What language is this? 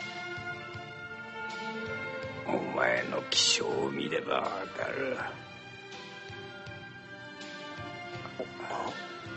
Japanese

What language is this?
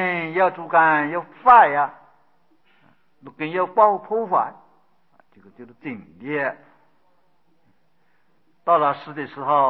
Chinese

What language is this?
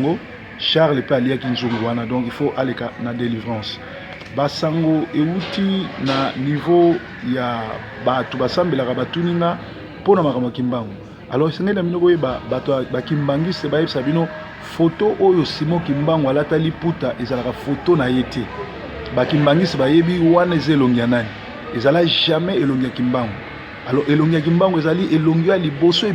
Lingala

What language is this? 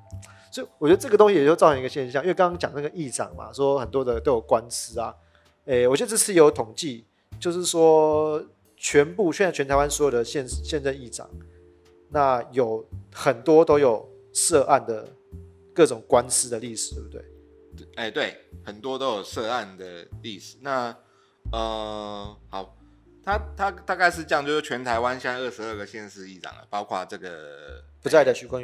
Chinese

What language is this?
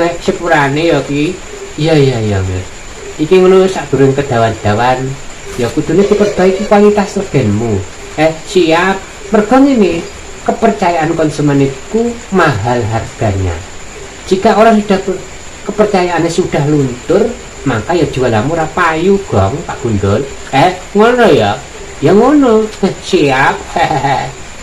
Javanese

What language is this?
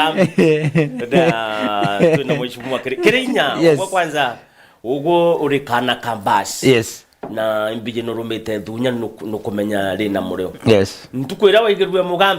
Meru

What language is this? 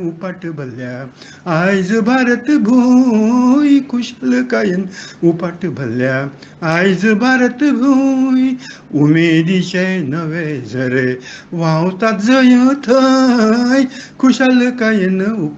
Konkani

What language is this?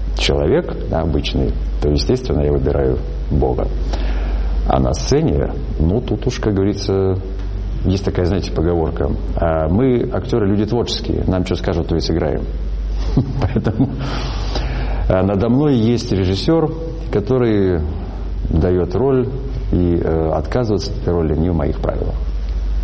Russian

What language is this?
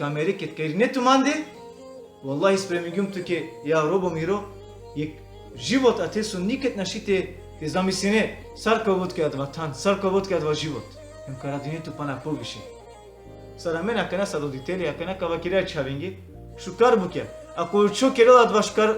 Balkan Romani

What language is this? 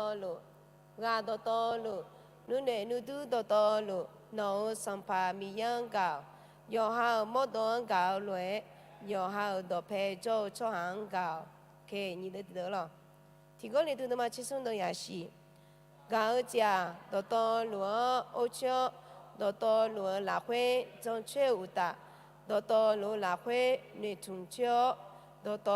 Akha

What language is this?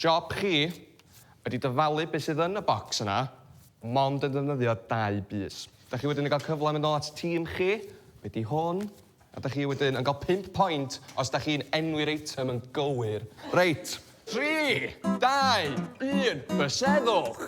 Welsh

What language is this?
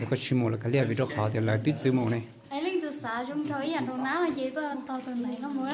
Hmong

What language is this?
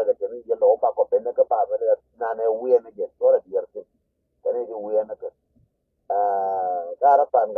Nuer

